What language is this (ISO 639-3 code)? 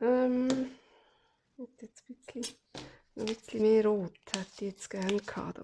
gsw